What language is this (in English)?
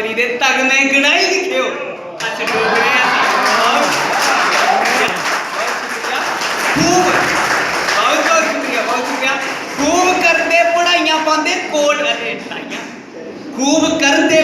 Dogri